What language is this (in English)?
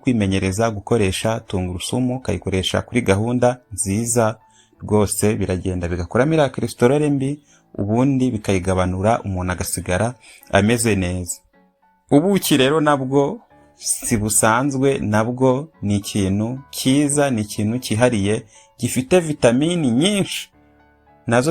Kinyarwanda